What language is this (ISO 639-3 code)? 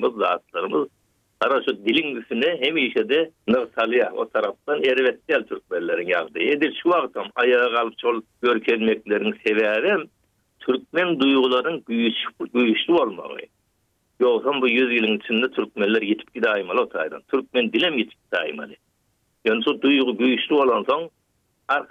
tuk